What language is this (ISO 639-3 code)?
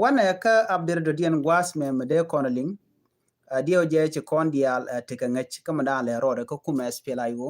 nus